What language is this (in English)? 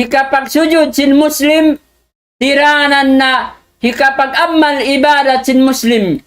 Tausug